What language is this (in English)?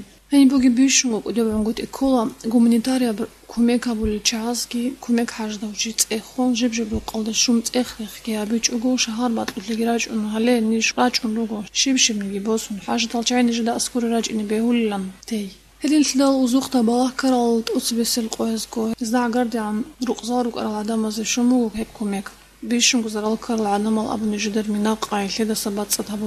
Avaric